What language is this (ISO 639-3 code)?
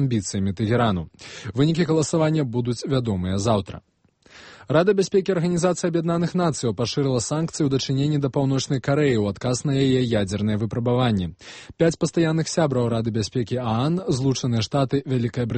bel